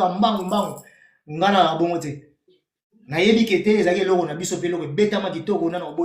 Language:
Lingala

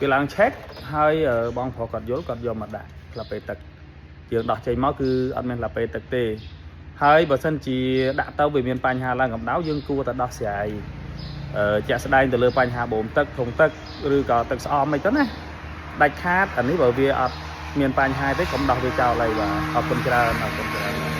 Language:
Khmer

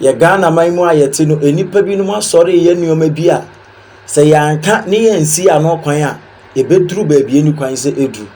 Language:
Akan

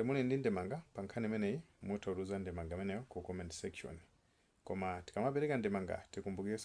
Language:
Nyanja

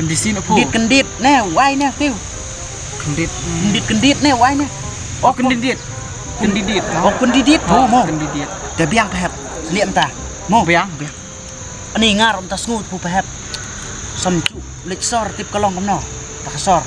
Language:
Khasi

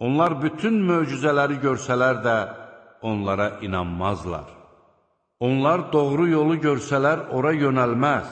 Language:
Azerbaijani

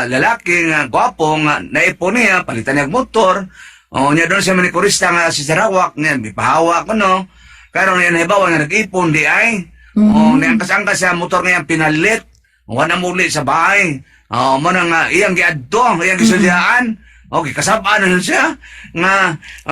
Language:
Cebuano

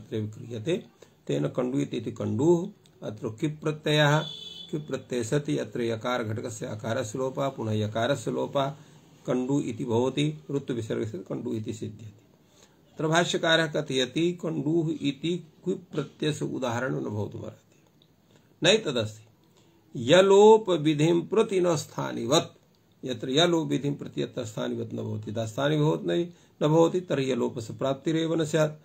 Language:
Sanskrit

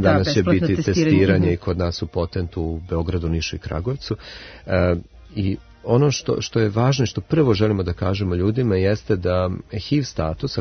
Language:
Serbian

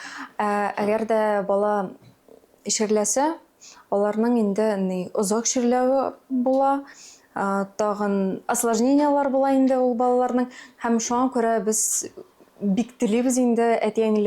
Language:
Tatar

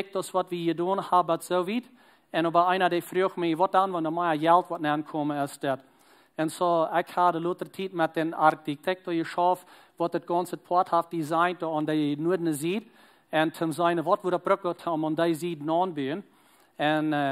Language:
Plautdietsch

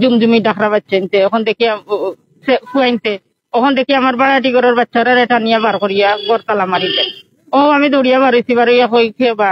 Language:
Sylheti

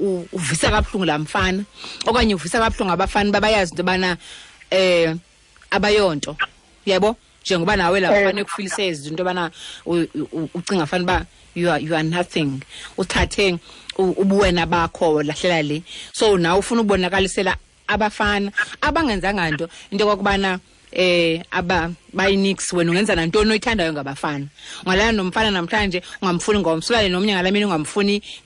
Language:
Xhosa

